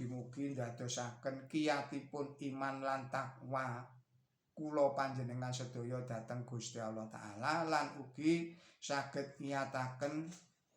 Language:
Javanese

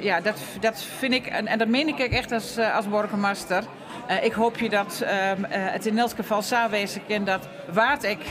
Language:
Western Frisian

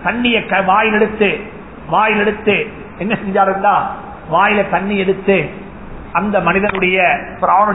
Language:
Tamil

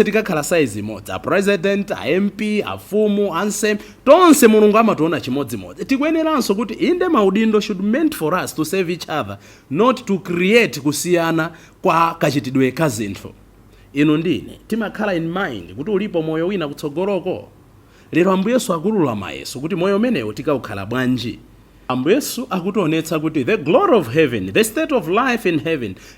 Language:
Nyanja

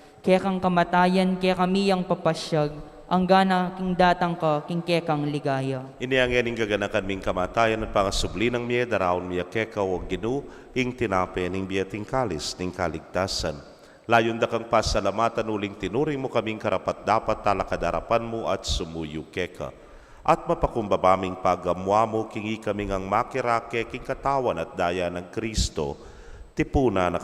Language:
Pampanga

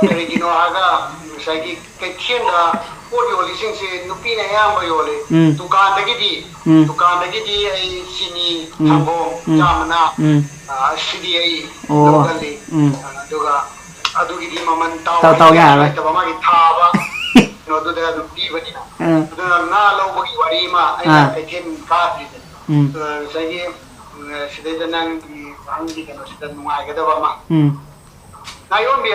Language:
Manipuri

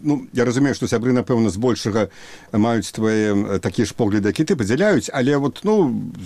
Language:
Belarusian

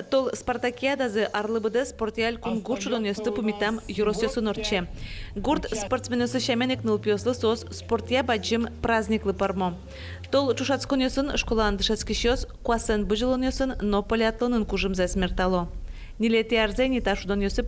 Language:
Udmurt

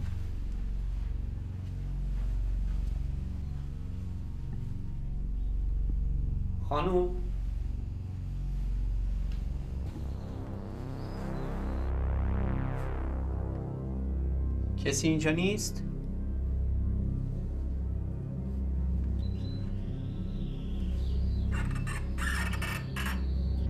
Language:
Persian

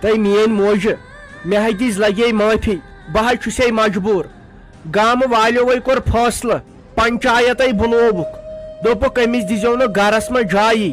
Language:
Kashmiri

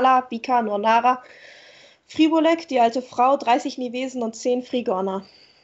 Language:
German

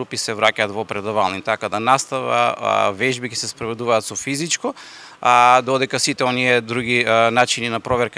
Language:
Macedonian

